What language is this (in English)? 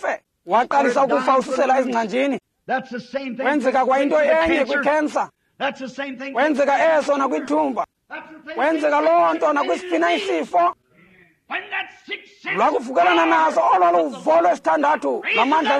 Xhosa